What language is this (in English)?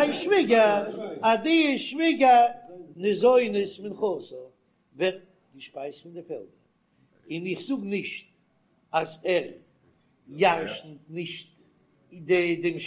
Yiddish